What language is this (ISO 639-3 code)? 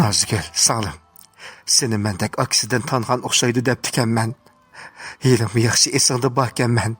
uig